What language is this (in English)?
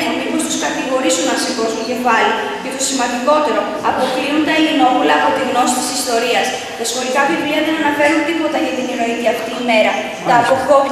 Greek